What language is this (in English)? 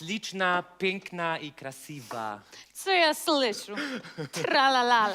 Silesian